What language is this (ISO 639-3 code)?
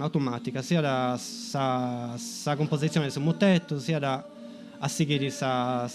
srd